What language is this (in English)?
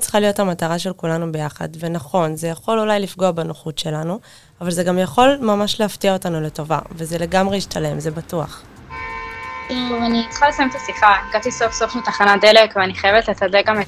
Hebrew